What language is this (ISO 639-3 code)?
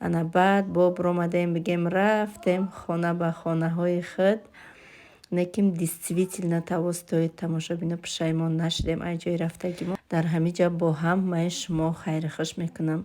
tgk